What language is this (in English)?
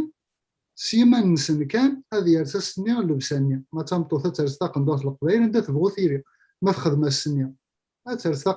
Kabyle